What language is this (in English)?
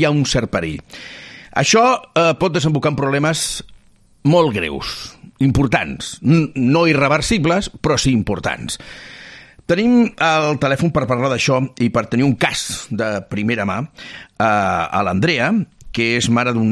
Catalan